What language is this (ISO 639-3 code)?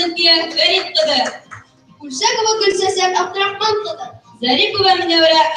bak